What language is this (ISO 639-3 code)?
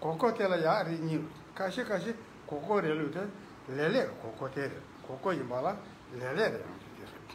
bod